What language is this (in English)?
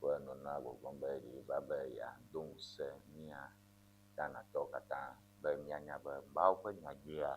Ewe